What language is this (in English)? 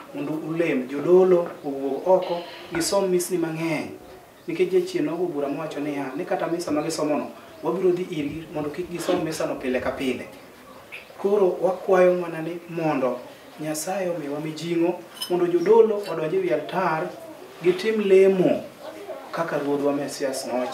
Luo (Kenya and Tanzania)